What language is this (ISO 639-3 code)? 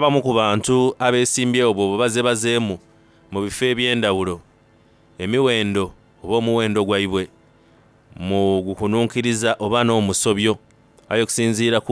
xog